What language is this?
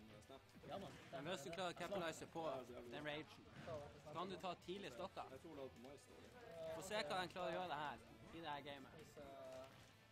Norwegian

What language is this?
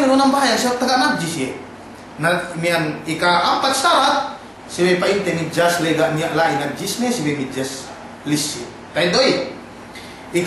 Yakan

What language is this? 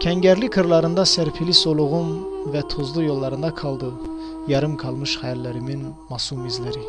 Kurdish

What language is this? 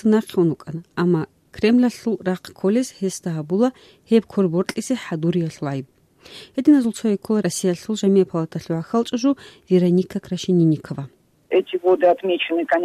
Avaric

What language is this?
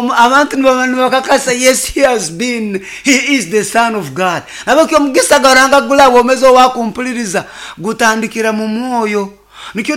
Nyoro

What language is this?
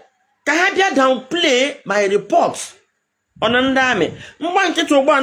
Igbo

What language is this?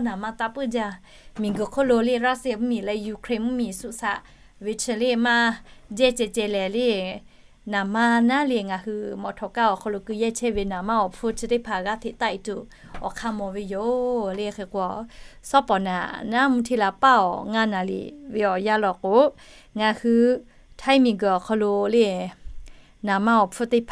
Lahu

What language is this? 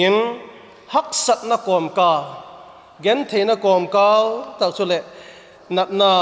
Vaiphei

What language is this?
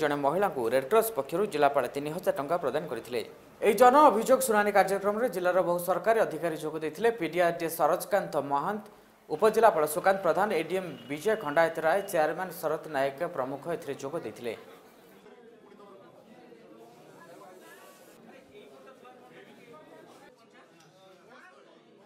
Odia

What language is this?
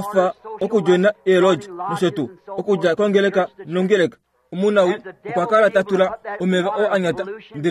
Kuanyama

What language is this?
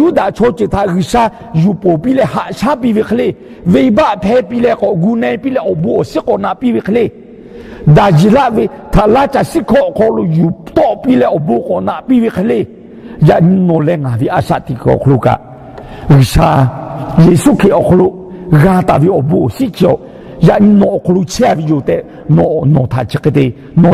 Lahu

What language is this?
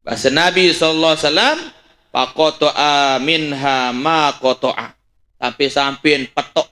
Sasak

